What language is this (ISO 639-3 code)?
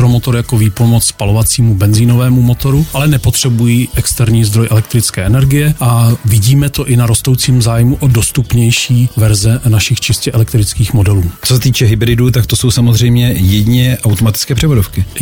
ces